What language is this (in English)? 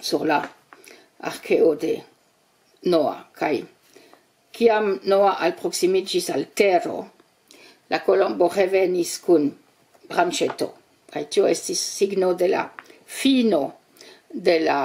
Esperanto